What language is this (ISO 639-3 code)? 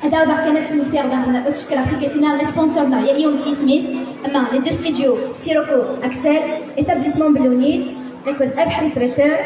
kab